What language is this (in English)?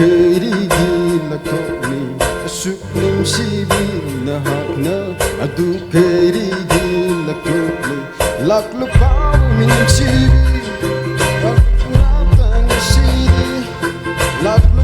Poumei Naga